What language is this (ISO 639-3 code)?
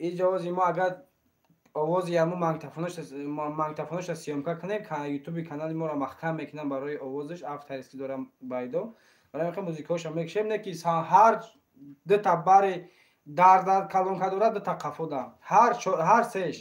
tgk